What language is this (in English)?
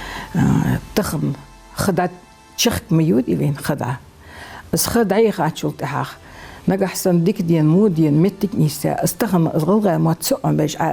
Ingush